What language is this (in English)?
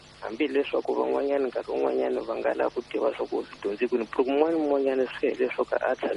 Tsonga